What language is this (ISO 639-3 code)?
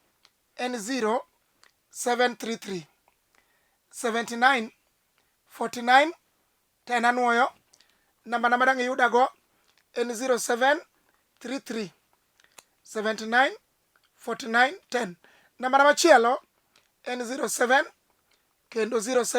luo